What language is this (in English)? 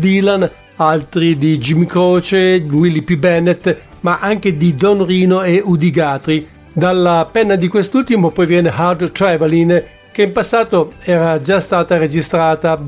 Italian